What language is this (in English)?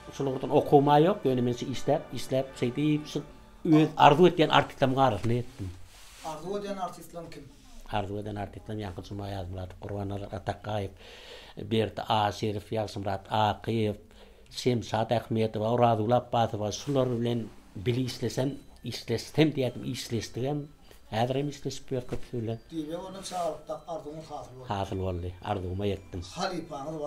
Turkmen